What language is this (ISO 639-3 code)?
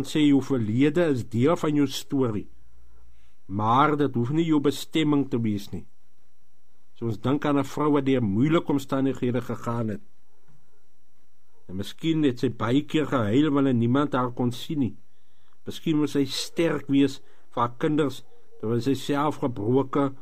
afr